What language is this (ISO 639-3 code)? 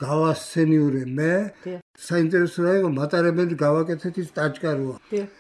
kat